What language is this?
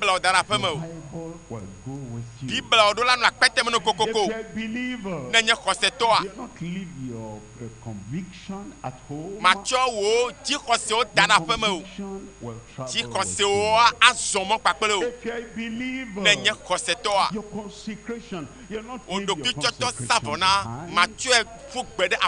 Ewe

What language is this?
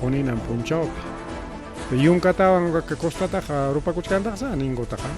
Ayacucho Quechua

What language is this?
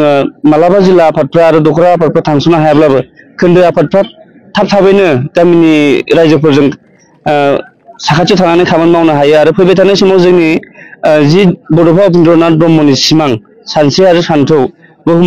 Bodo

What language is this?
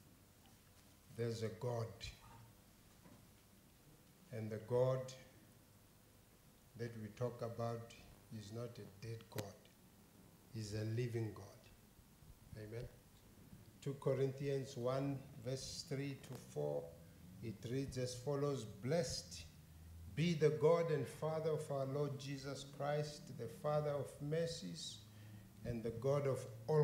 English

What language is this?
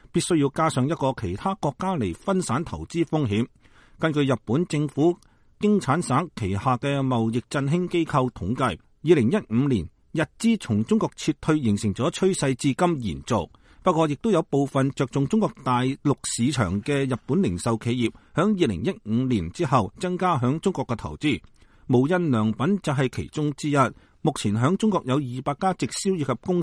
Cantonese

